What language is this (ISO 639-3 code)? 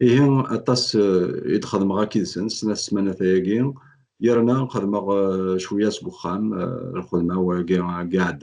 kab